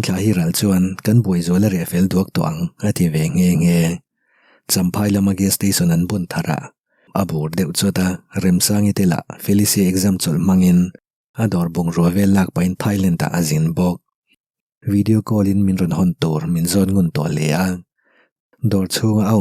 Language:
Mizo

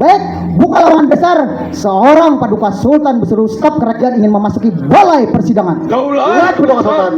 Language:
Banjar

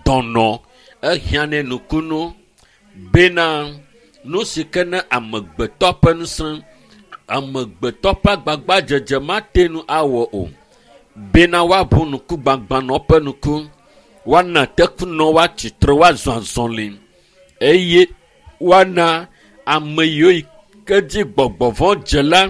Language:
Ewe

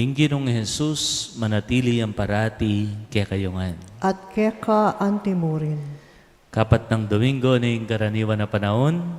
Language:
Pampanga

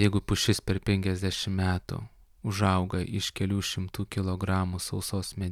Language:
Lithuanian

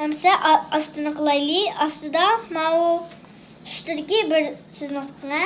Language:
Uyghur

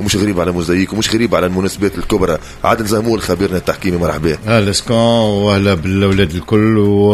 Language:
Tunisian Arabic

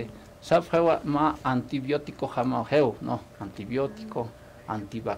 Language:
Aymara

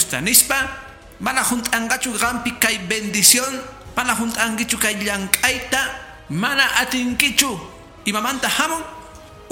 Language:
Quechua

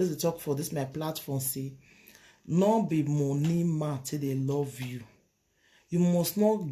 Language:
Nigerian Pidgin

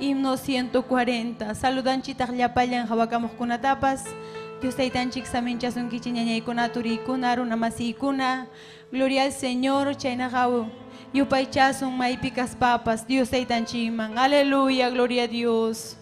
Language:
Ayacucho Quechua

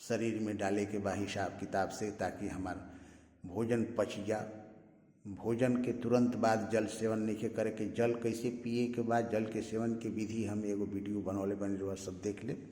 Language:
Bhojpuri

